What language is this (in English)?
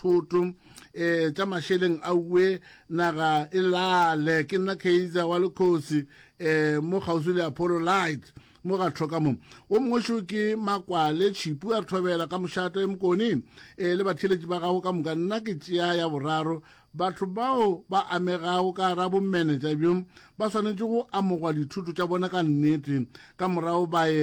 Northern Sotho